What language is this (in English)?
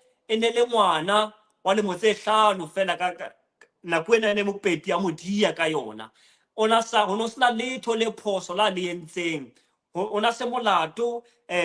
Southern Sotho